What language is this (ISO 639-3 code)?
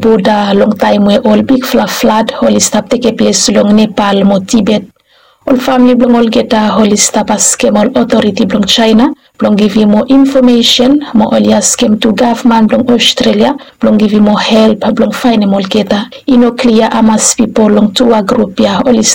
bis